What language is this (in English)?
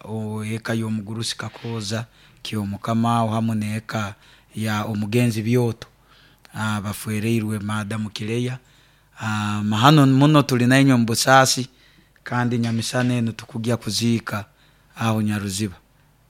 Nyoro